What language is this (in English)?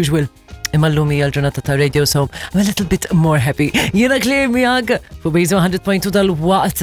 Maltese